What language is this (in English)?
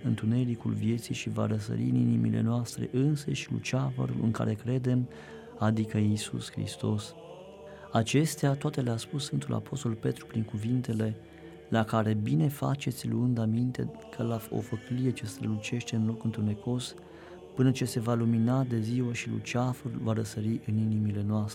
Romanian